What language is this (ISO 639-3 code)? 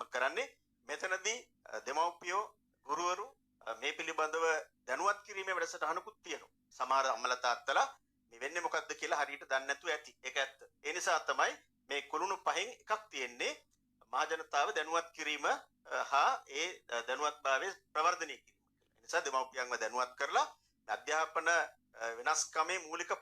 sin